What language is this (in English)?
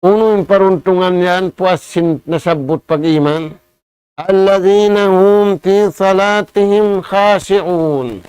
Tausug